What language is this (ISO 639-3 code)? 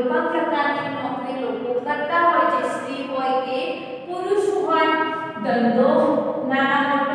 guj